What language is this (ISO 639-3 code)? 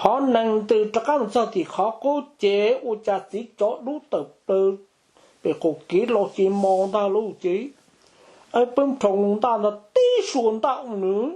hmn